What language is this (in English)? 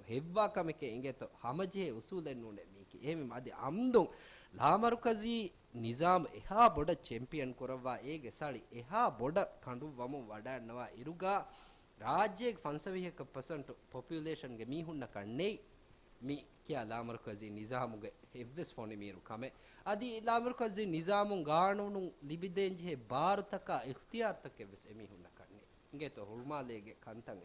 Divehi